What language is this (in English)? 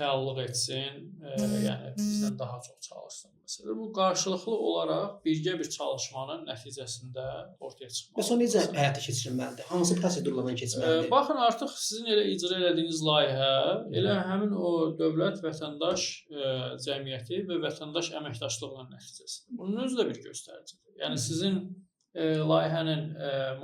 Azerbaijani